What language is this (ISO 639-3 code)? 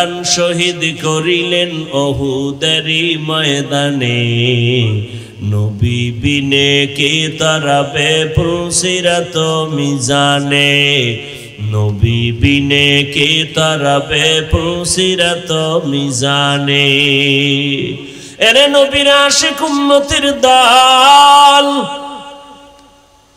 ben